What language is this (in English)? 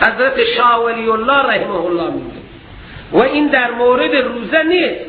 Persian